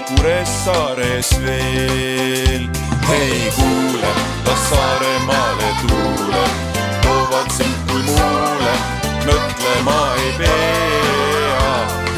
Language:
Estonian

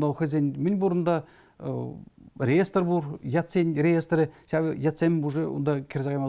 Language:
Chuvash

